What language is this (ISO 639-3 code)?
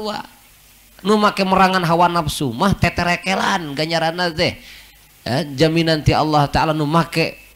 sun